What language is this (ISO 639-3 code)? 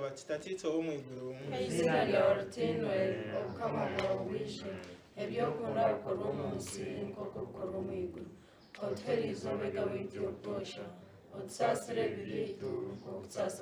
nyn